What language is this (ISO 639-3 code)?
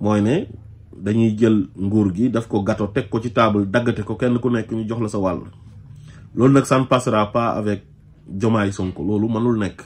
wol